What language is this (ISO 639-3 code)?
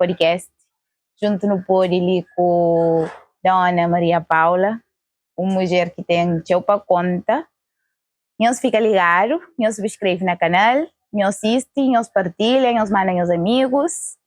kea